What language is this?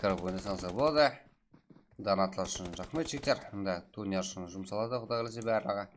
Kara-Kalpak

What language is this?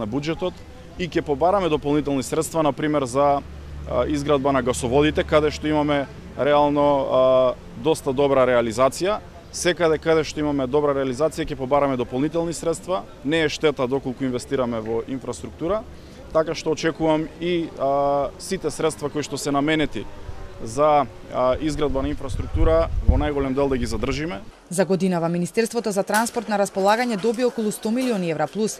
Macedonian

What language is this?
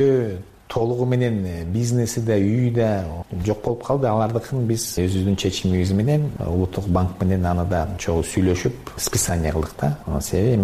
Kyrgyz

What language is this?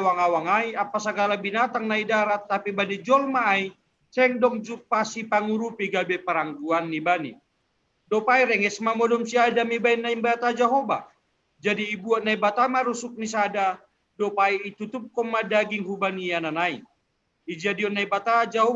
Batak Simalungun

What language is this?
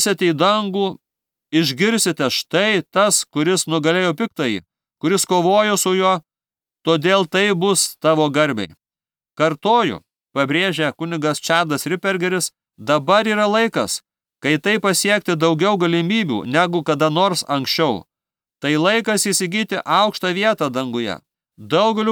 Lithuanian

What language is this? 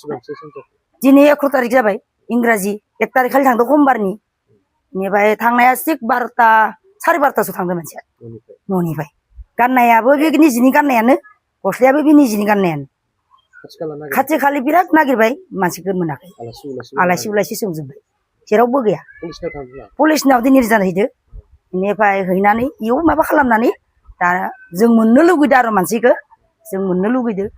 Bodo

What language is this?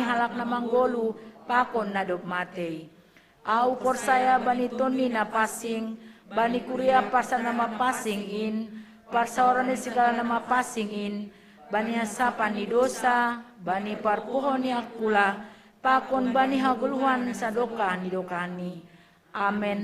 Batak Simalungun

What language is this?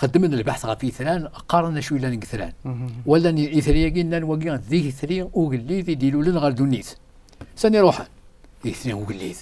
Kabyle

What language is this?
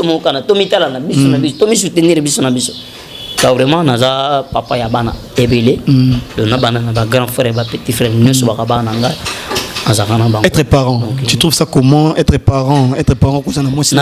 Lingala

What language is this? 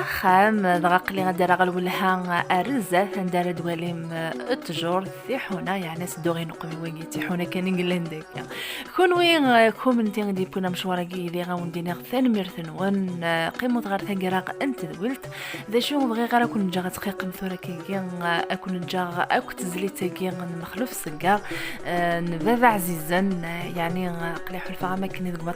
Kabyle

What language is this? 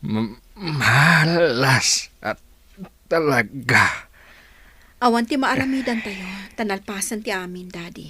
Iloko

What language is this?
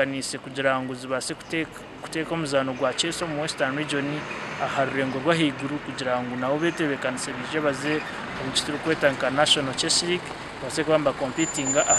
Nyankole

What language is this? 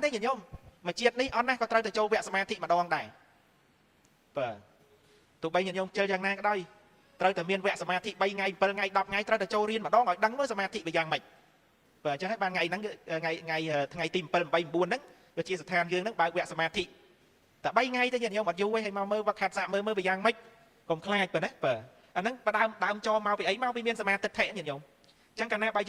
Khmer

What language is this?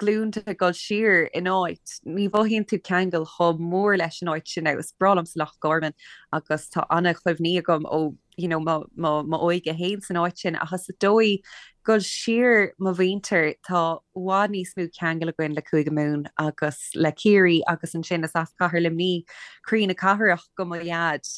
Irish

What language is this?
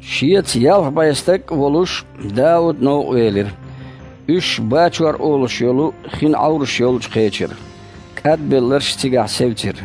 Chechen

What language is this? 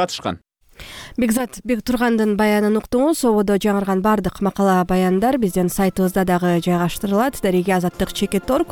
Kyrgyz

